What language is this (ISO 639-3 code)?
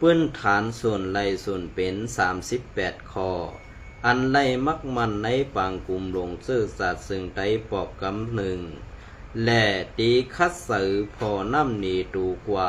shn